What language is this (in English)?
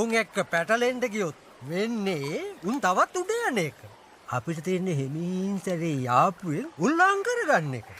Sinhala